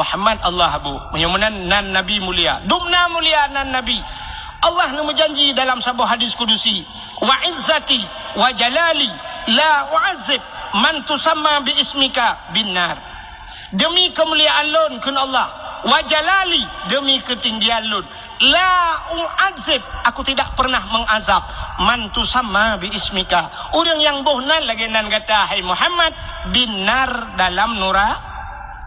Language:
Achinese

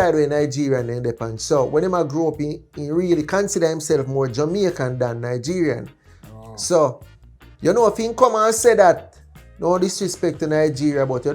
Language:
Jamaican Creole English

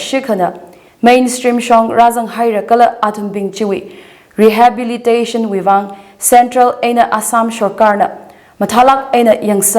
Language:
Tangkhul Naga (India)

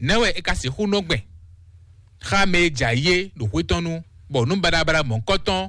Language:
Fon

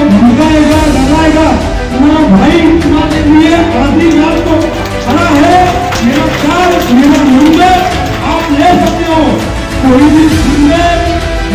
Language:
Hindi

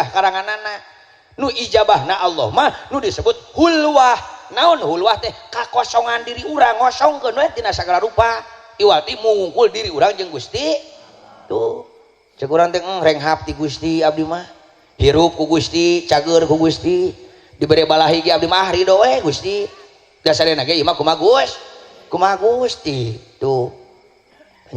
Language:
Sundanese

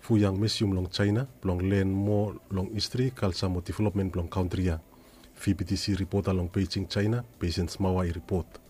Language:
Bislama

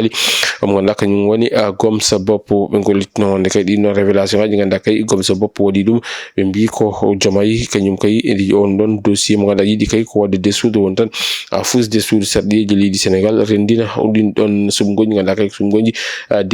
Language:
Fula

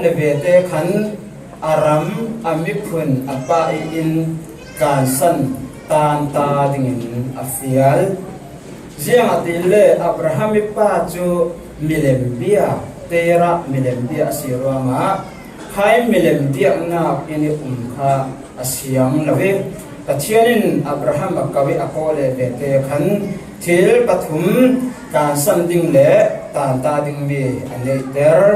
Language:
Falam Chin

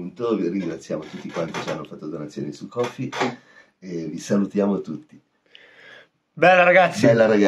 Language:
Italian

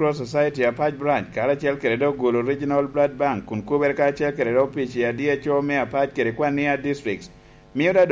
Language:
Lango (Uganda)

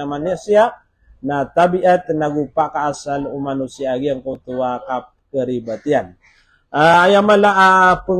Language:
Maranao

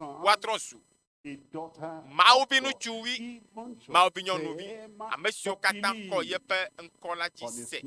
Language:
Ewe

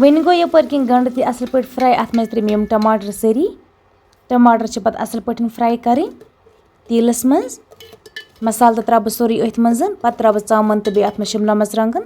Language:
Kashmiri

